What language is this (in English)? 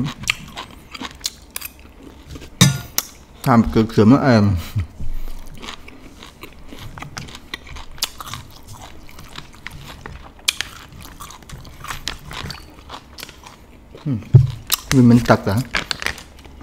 Vietnamese